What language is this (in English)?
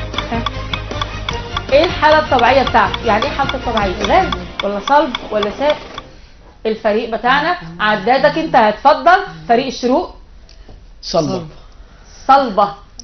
Egyptian Arabic